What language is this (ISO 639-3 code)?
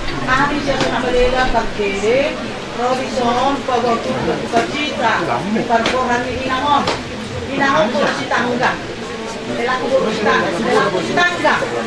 bbc